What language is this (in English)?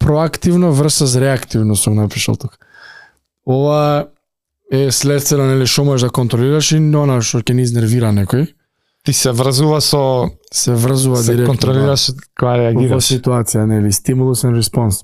Macedonian